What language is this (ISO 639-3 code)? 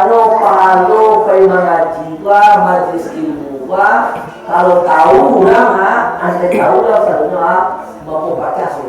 min